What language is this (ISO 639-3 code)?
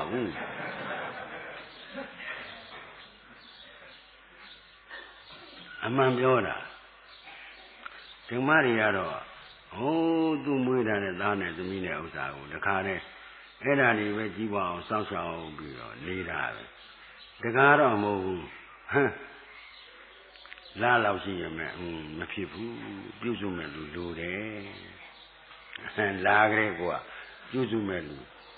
mya